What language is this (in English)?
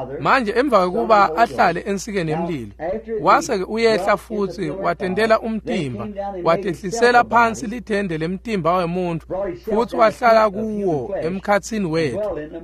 Swati